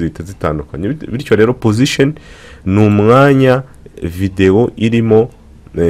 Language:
Kinyarwanda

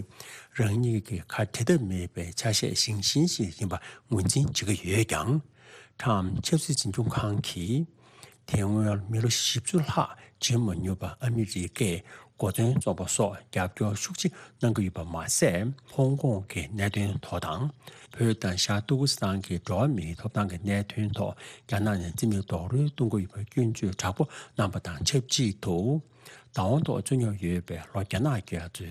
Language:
Tibetan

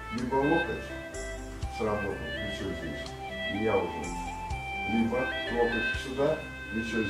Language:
Russian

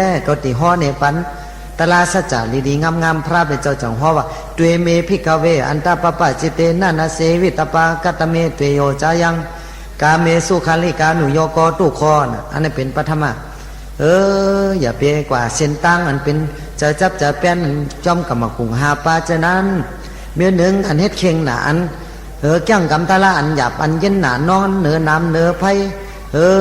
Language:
Shan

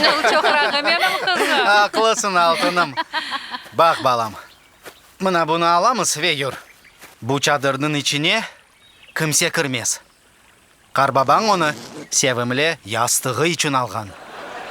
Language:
Crimean Tatar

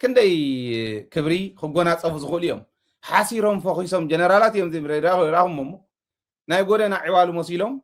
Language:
Tigrinya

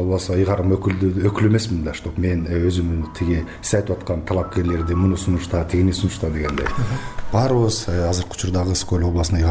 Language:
Kyrgyz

